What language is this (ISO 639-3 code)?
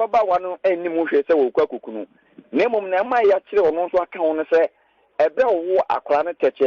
aka